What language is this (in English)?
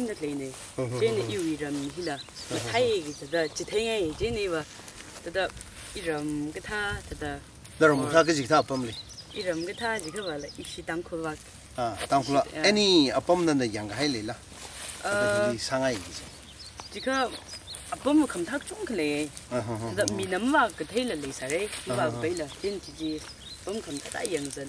Tangkhul Naga (India)